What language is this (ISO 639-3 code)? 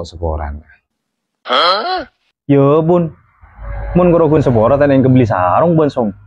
mad